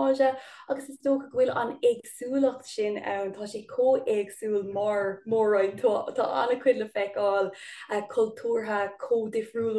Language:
Irish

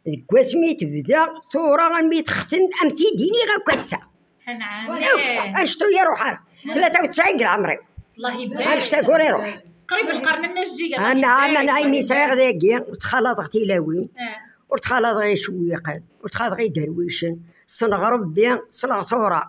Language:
Kabyle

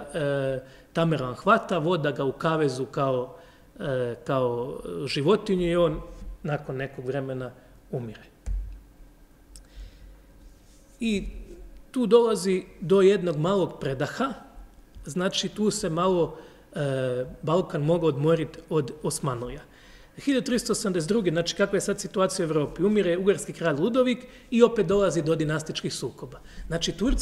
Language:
Croatian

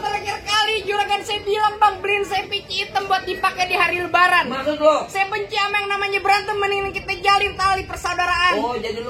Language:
Betawi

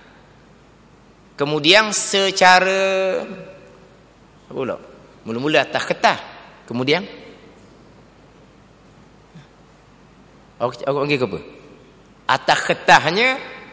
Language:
Malay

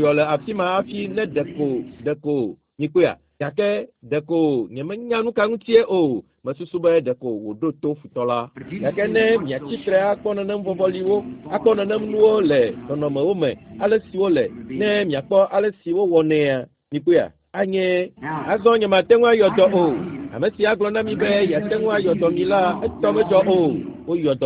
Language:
Ewe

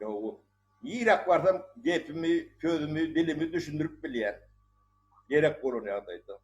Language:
Turkmen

